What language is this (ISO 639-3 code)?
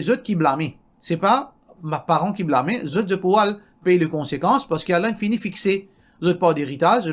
mfe